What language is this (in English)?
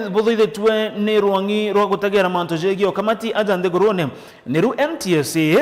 Meru